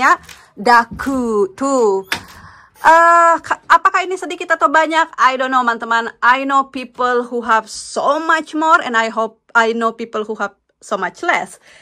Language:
Indonesian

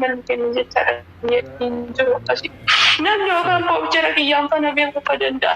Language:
Oromo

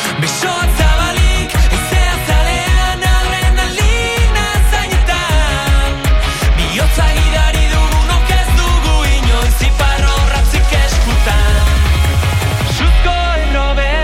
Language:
Basque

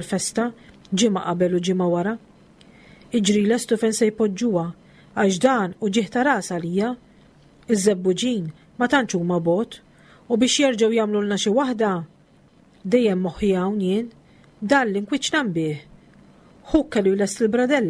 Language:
Maltese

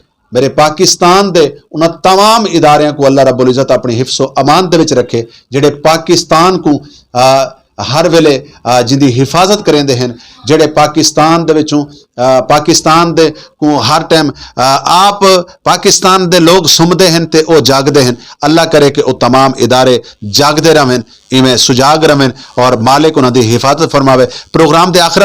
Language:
Saraiki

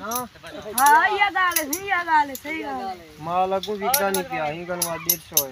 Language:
Saraiki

